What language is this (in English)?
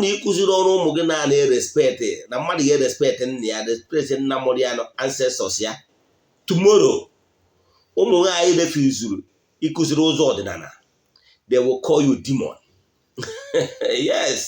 Igbo